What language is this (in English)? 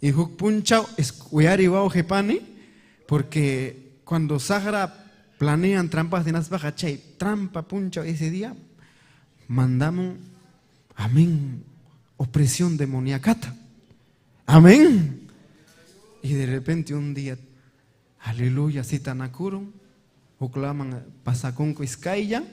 Ayacucho Quechua